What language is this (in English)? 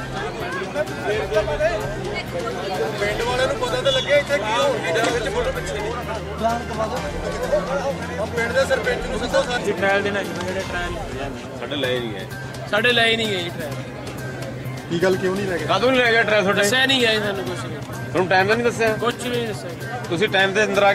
Punjabi